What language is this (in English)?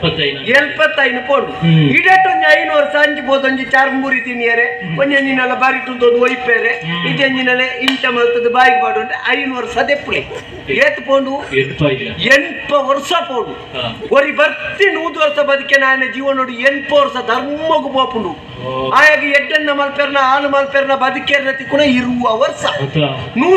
Tulu